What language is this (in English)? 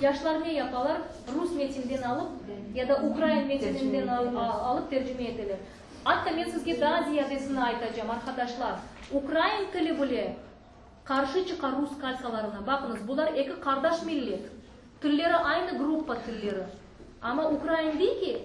Crimean Tatar